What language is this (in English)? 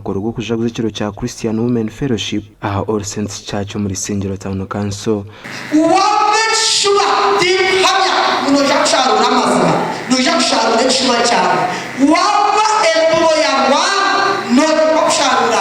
Nyankole